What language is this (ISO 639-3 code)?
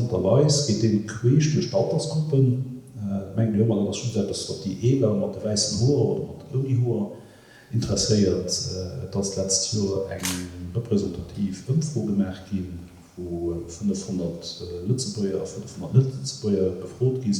ltz